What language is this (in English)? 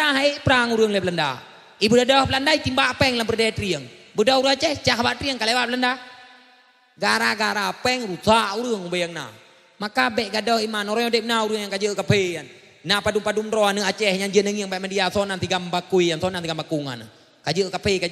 Achinese